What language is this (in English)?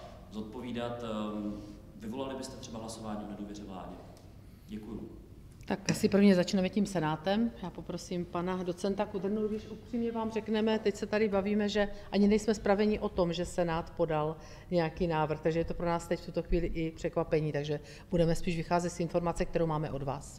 Czech